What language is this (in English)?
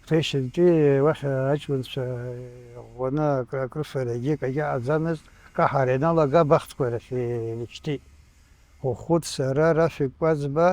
Abkhazian